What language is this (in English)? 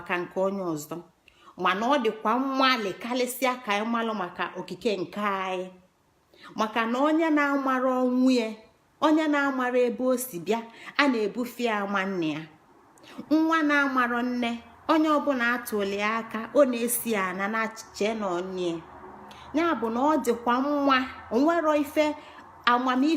Igbo